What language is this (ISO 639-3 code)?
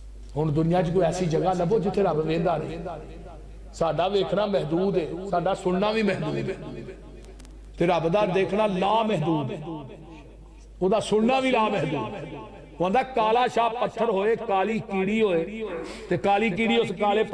lah